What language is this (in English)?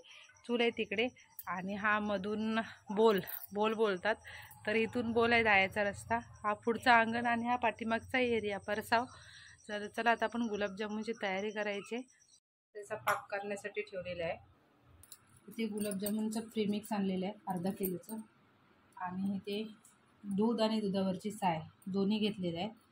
Marathi